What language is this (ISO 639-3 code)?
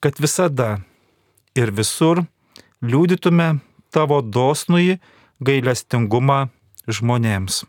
lit